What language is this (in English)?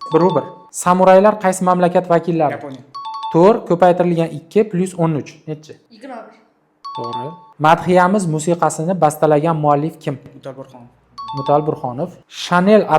Uzbek